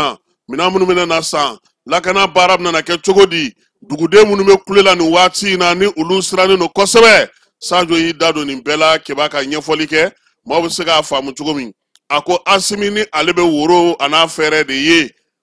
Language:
Bambara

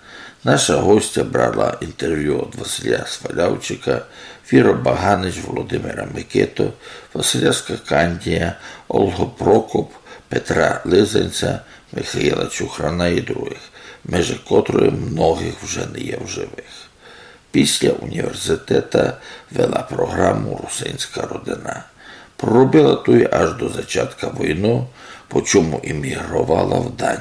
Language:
Rusyn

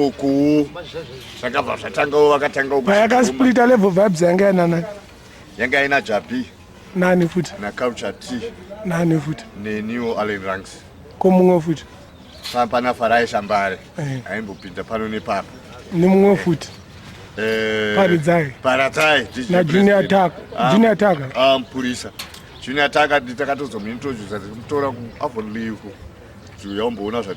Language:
Shona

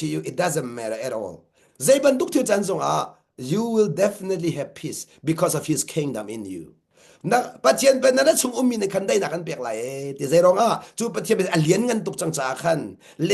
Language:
Hakha Chin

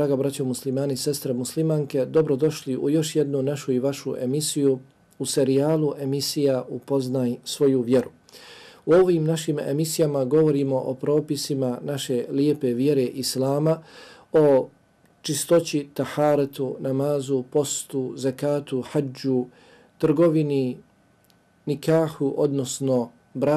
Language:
Bosnian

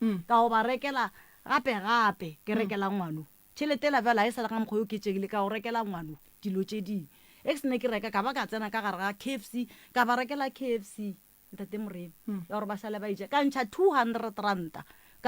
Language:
Northern Sotho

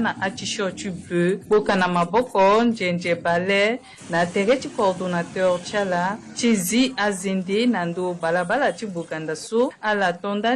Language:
Sango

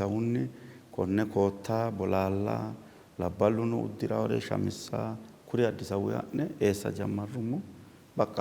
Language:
Sidamo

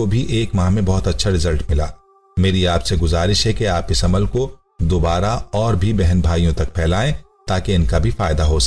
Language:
Urdu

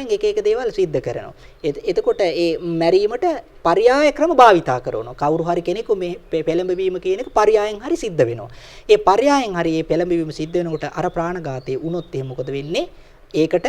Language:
Sinhala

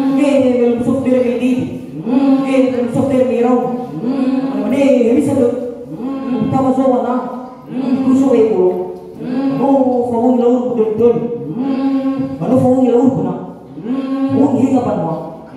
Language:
Nias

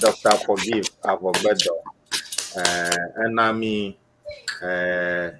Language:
Ewe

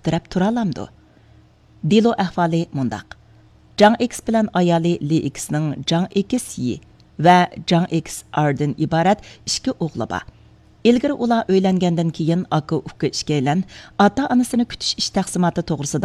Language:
Uyghur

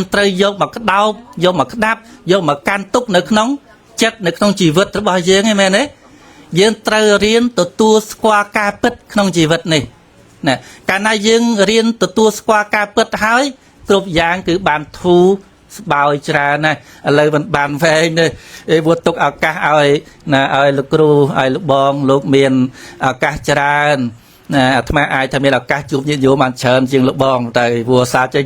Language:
Khmer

